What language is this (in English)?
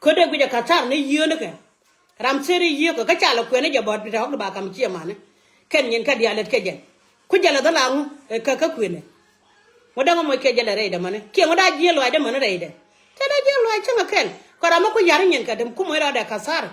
Nuer